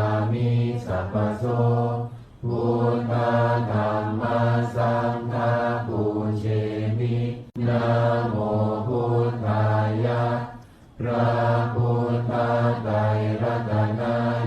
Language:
Pali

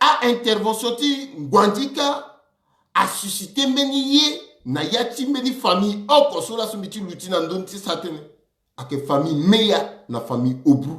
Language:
Sango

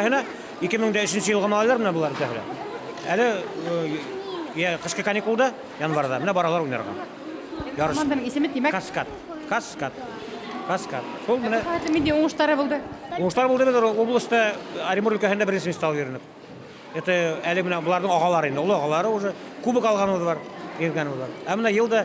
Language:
Bashkir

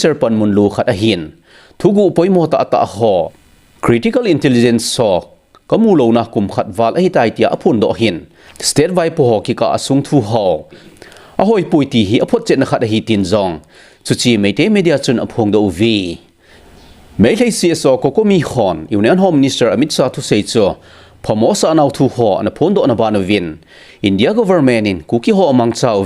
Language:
Thado Chin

